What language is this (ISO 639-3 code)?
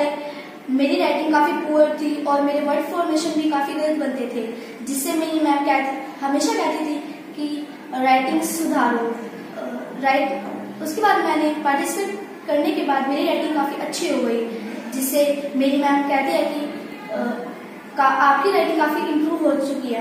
hin